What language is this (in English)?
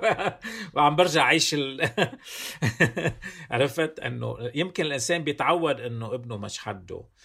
North Levantine Arabic